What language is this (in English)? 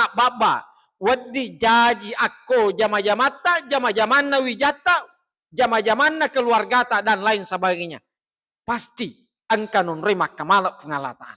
Buginese